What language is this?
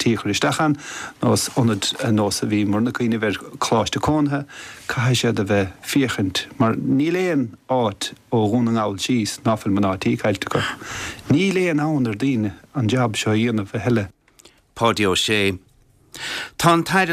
Irish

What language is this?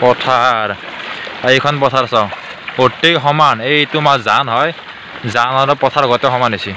Assamese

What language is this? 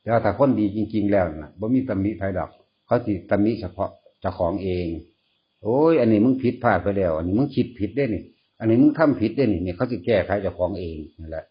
Northeastern Thai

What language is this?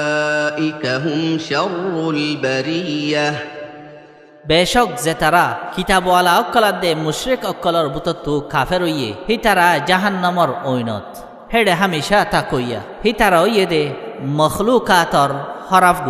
Rohingya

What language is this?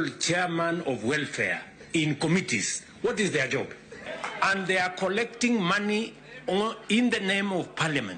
Luo (Kenya and Tanzania)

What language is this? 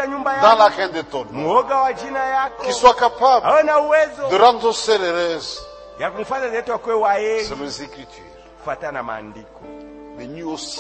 Swahili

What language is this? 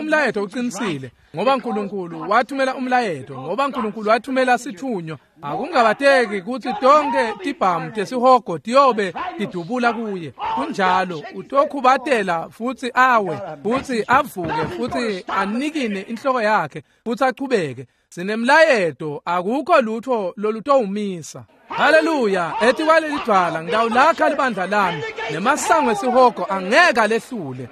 Swati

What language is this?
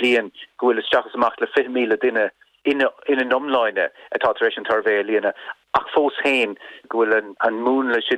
Irish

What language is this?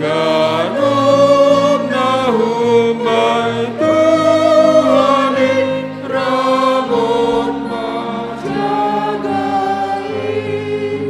Batak Simalungun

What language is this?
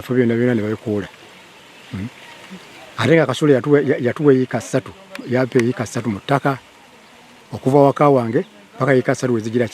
Ganda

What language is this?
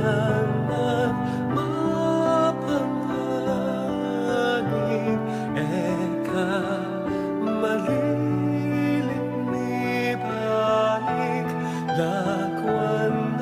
Pampanga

